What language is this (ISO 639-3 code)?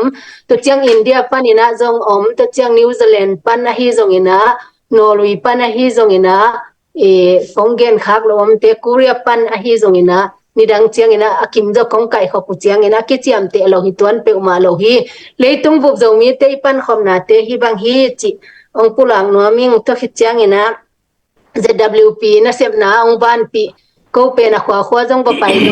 ctd